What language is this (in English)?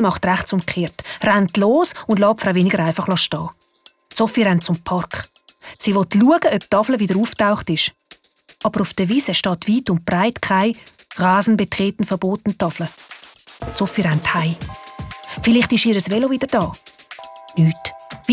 Swiss German